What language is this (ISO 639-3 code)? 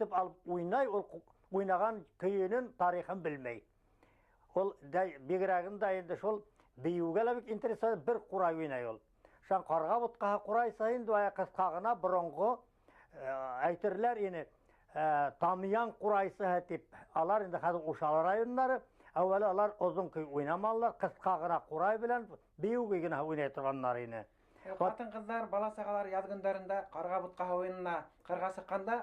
bak